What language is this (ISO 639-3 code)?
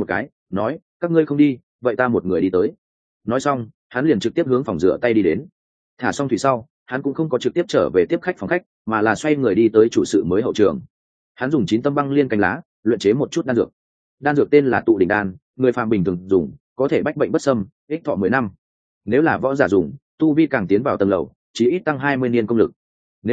vie